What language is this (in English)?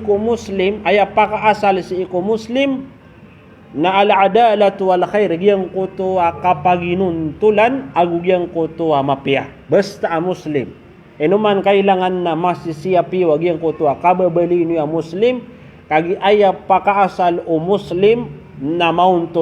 Maranao